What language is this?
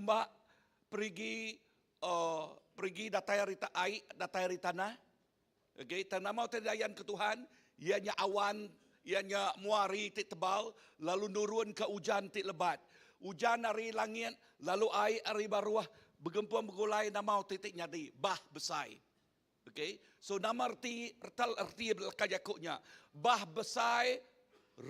Iban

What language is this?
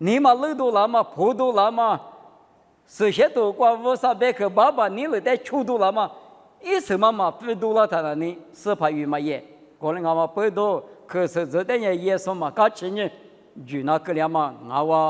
Lisu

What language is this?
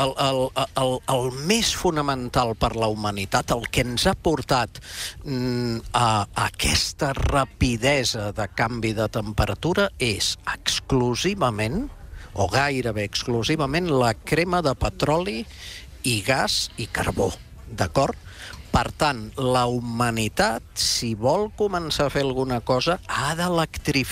Catalan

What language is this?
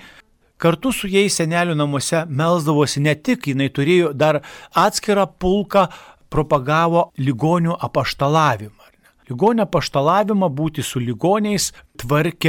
Lithuanian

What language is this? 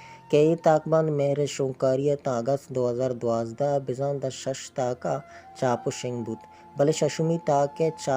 Baluchi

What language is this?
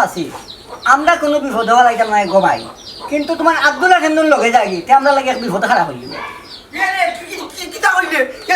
Sylheti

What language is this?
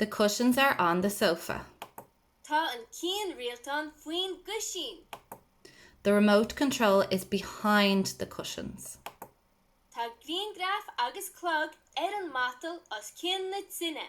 Irish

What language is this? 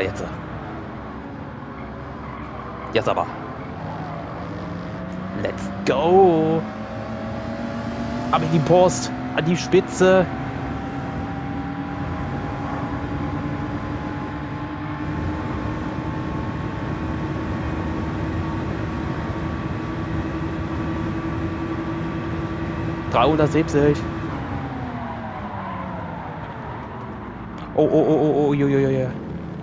German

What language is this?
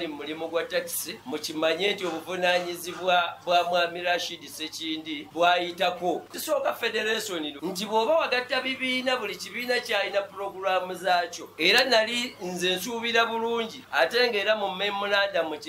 Ganda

